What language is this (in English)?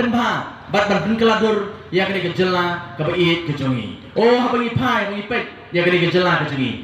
Khasi